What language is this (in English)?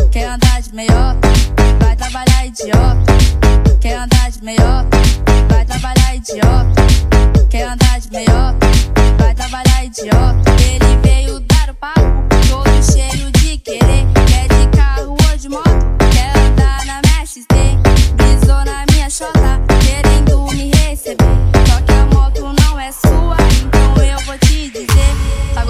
Portuguese